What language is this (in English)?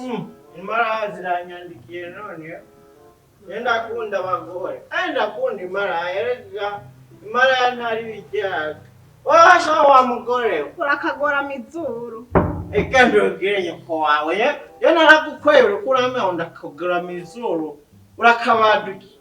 Rundi